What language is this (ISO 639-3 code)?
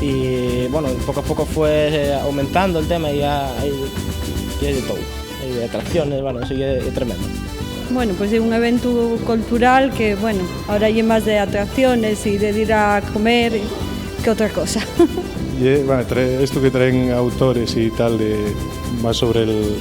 ast